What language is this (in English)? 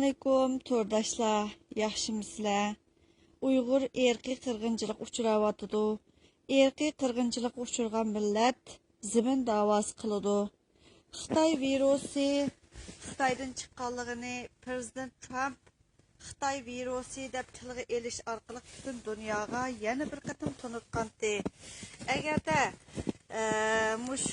Uyghur